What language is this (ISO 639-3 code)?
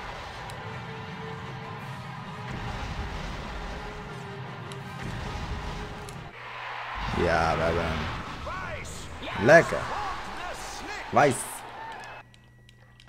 nld